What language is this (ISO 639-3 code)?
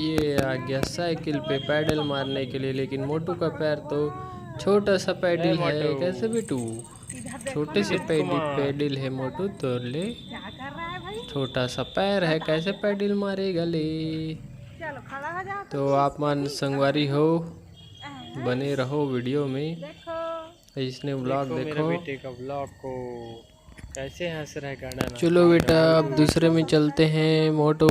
hne